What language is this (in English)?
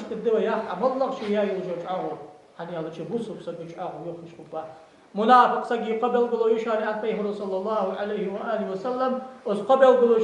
Ingush